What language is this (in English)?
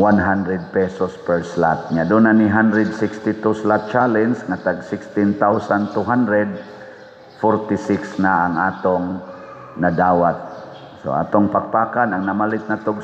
Cebuano